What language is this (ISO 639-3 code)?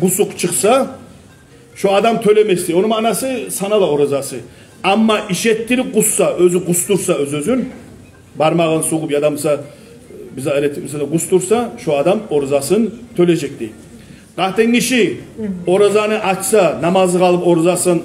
kum